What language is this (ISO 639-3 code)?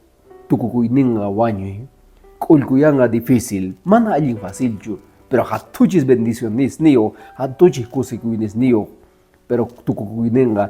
que